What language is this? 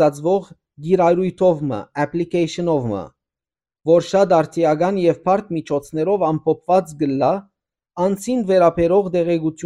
Western Armenian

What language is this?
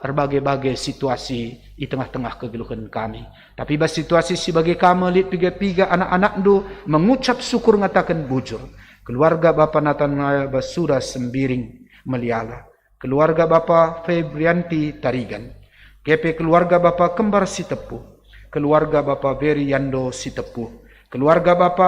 Batak Karo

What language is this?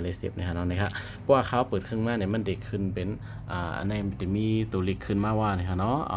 Shan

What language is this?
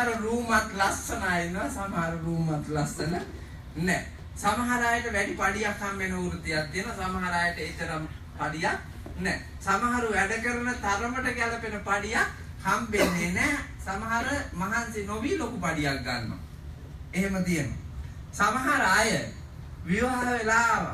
Sinhala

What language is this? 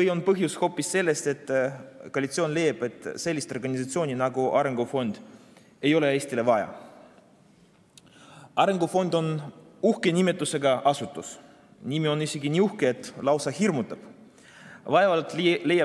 Estonian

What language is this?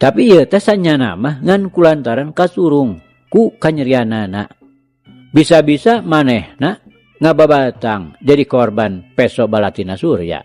Sundanese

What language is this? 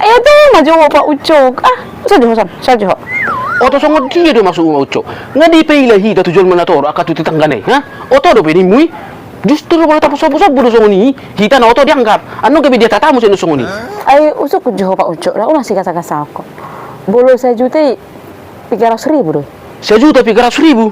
Batak Toba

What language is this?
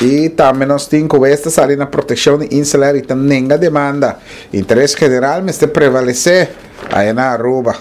Papiamento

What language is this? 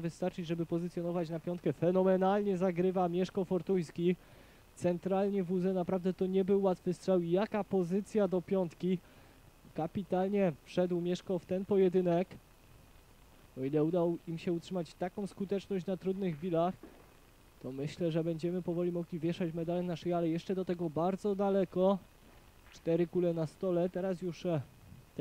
Polish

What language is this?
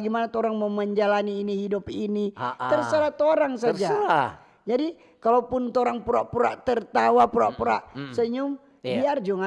Manado Malay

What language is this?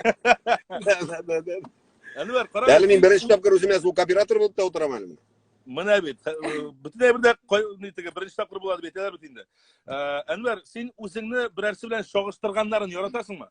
Tatar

